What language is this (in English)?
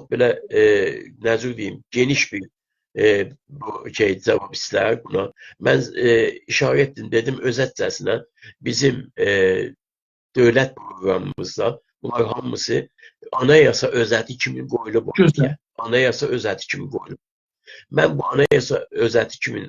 South Azerbaijani